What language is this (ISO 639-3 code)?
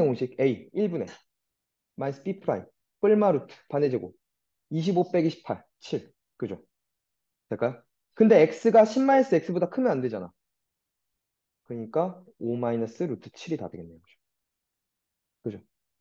kor